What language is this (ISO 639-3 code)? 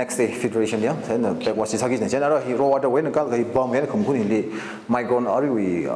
nmf